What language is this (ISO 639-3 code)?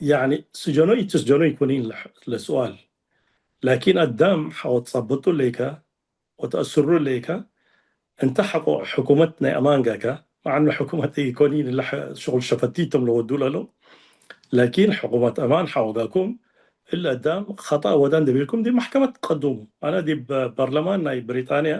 tig